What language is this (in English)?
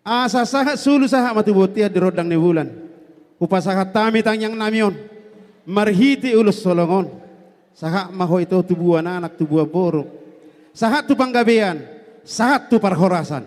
Batak Toba